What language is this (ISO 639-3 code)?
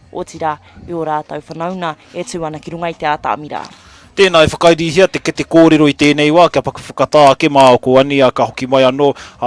mri